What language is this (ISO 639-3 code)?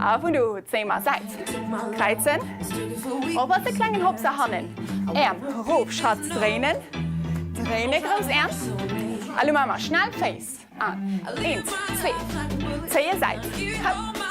ltz